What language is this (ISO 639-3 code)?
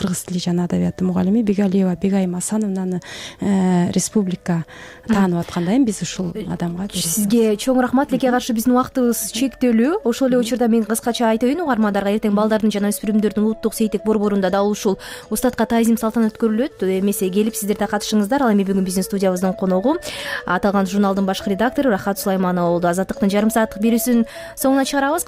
kir